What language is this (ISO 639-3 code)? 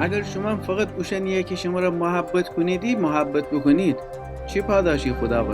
glk